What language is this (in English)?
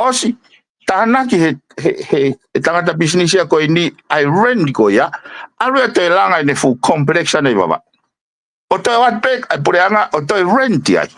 Tongan